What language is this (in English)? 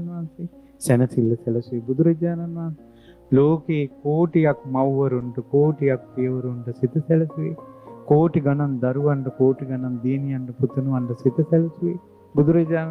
Sinhala